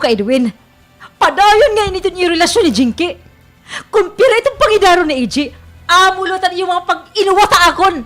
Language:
Waray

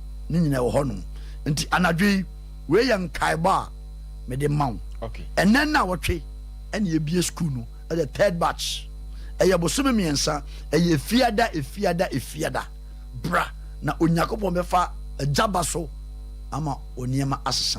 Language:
Akan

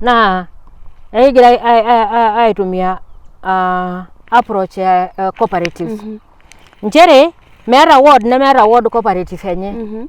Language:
Masai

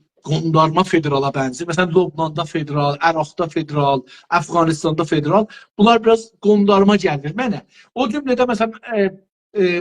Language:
South Azerbaijani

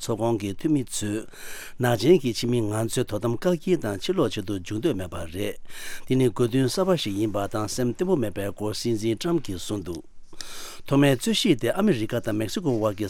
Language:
Tibetan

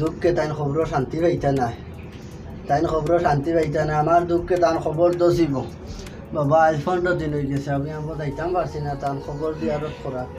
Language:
Sylheti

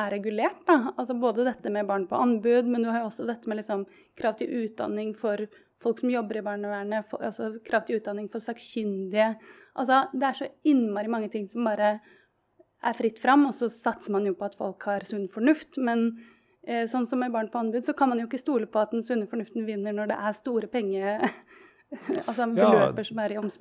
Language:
Norwegian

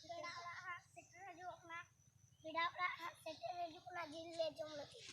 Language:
Santali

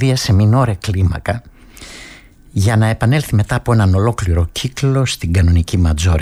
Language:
Greek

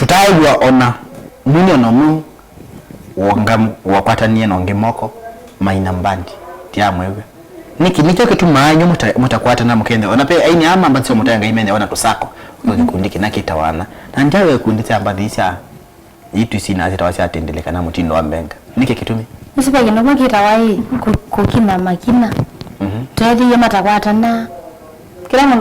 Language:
Kamba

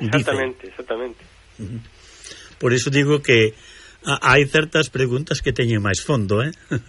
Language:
Galician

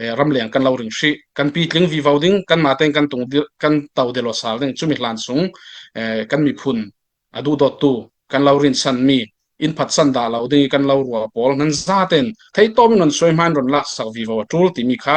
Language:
Hakha Chin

